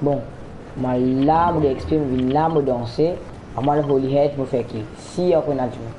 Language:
Morisyen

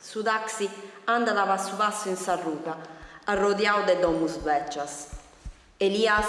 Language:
Sardinian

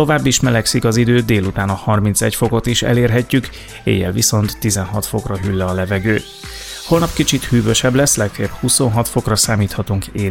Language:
Hungarian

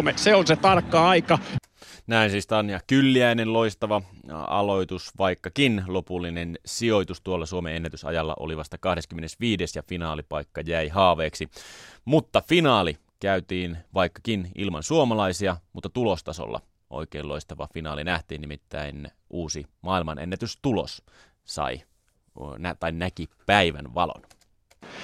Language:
Finnish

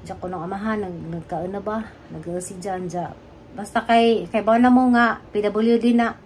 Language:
Cebuano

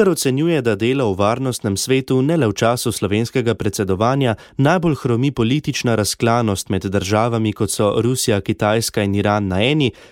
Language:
Slovenian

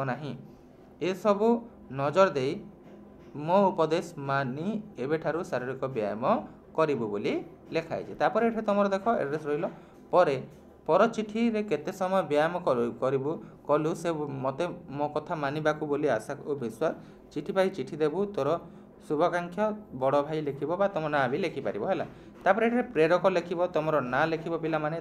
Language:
Odia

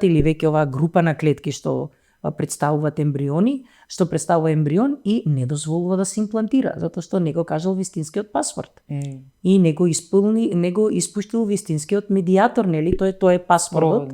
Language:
Macedonian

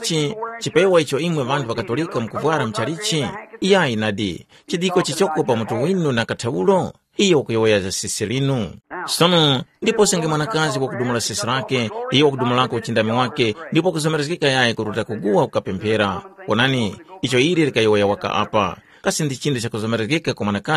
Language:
Tumbuka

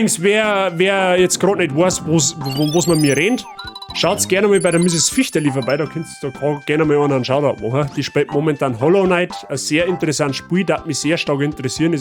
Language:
Bavarian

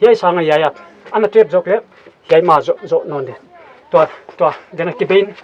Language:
Paite Chin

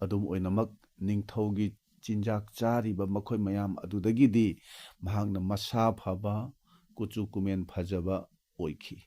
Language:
Manipuri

